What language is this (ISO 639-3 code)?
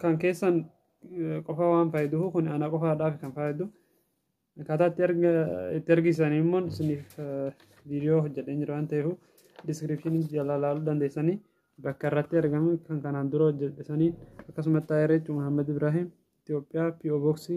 orm